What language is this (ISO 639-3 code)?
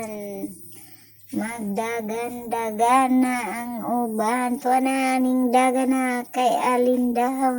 ceb